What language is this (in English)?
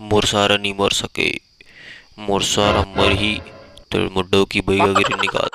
Chhattisgarhi